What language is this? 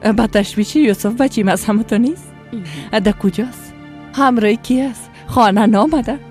Persian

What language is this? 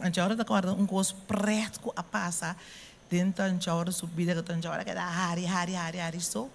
Papiamento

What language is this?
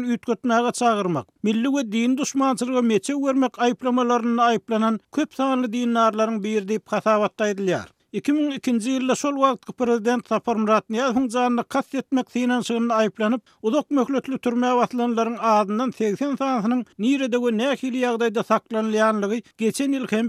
Turkmen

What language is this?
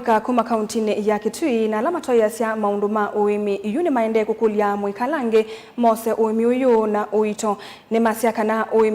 Kamba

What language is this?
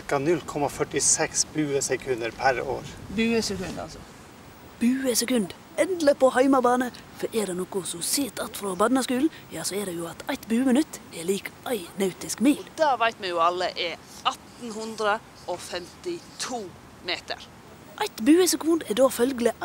Norwegian Bokmål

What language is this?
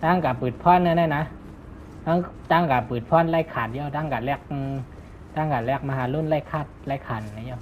Shan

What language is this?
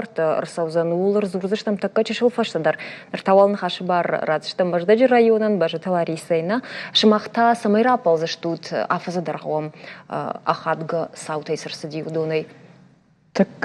Ossetic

